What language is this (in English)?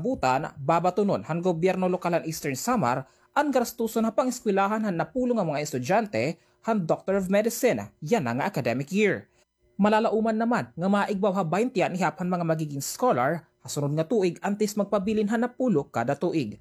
Waray